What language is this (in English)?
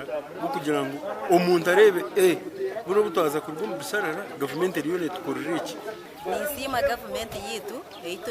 Nyankole